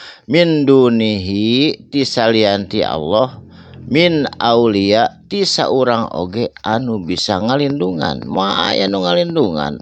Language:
Sundanese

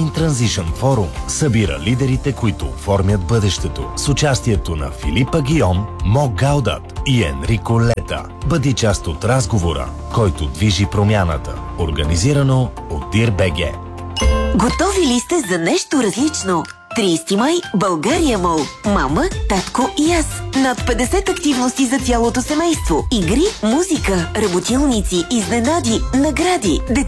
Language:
Bulgarian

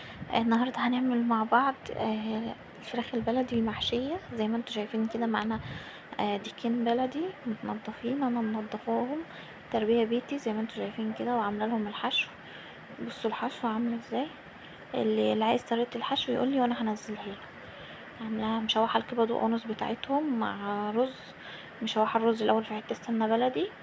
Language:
Egyptian Arabic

